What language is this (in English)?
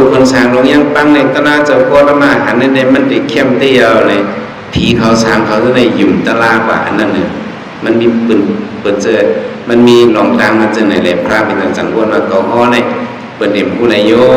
Shan